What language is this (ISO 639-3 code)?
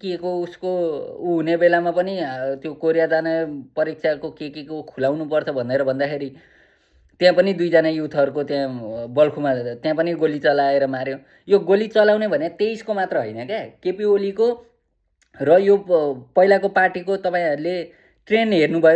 nep